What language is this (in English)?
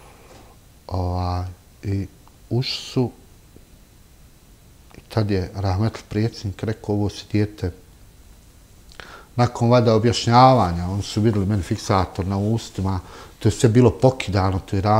Bosnian